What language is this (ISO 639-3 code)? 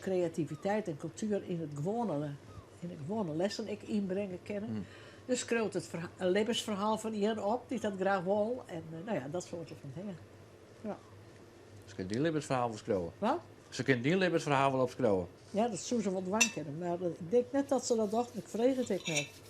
fry